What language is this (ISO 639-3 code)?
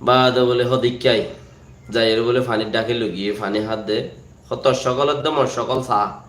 rhg